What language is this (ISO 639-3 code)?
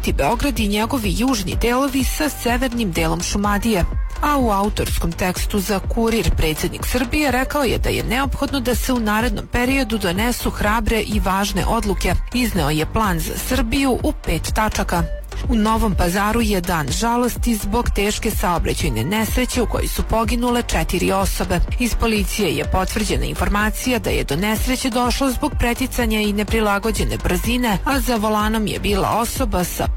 srp